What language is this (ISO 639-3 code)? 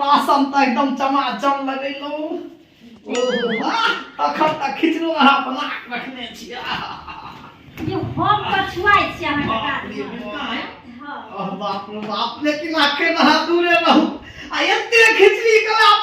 mai